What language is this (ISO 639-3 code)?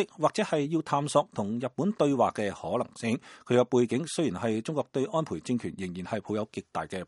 yue